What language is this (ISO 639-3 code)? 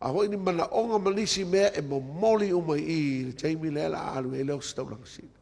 smo